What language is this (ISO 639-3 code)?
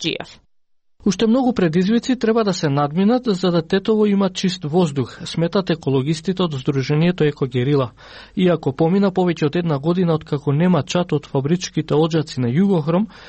mkd